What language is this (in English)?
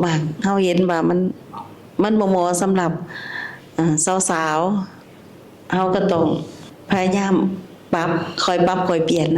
Lao